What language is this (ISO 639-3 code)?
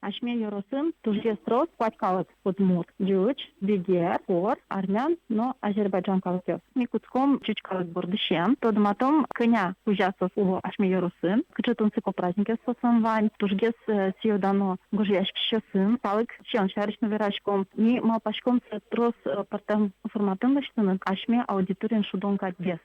udm